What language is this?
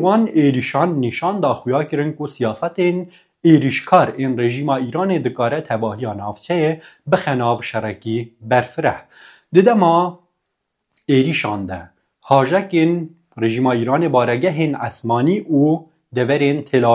Kurdish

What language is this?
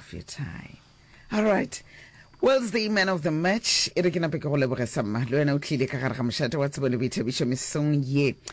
Northern Sotho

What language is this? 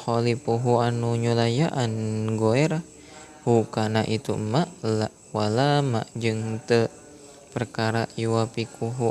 Sundanese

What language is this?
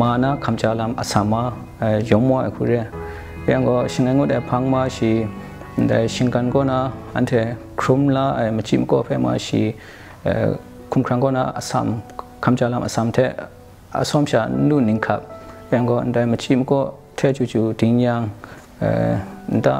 Kachin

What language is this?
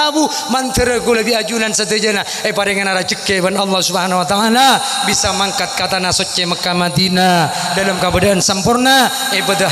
Madurese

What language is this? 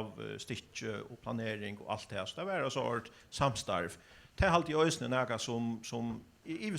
Faroese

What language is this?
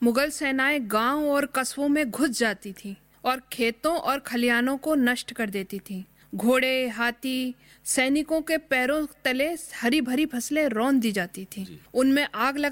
Hindi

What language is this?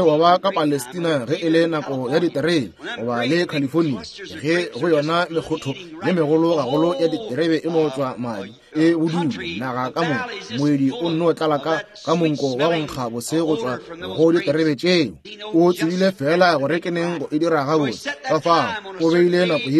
Northern Sotho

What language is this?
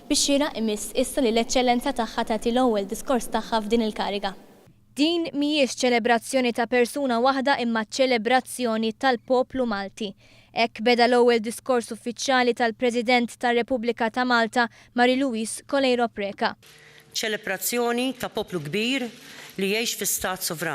Maltese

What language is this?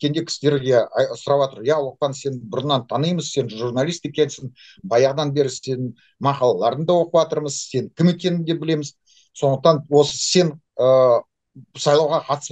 Kazakh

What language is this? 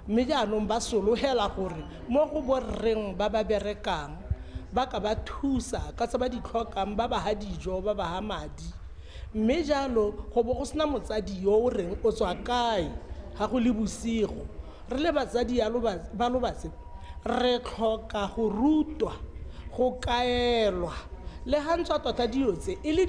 Tswana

